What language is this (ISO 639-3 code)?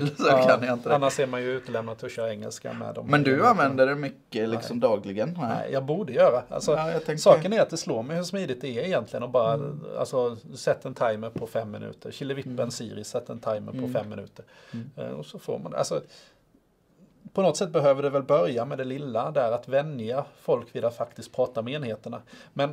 swe